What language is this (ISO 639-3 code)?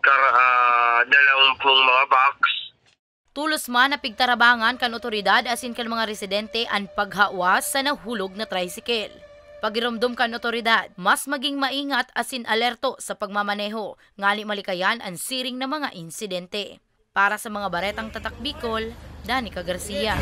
bik